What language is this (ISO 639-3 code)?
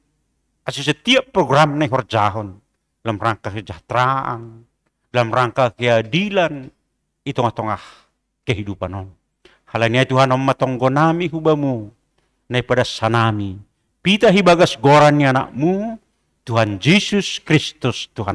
bts